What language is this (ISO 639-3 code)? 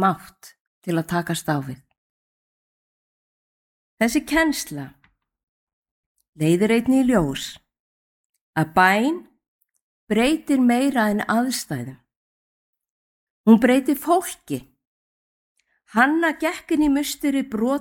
isl